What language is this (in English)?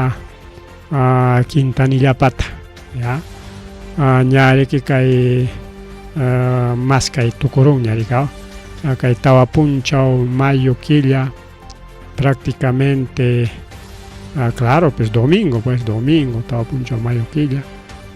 Ayacucho Quechua